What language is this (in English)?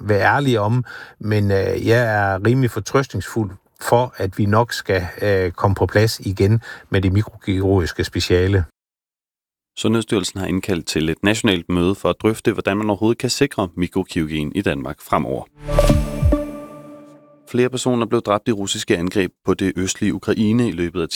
Danish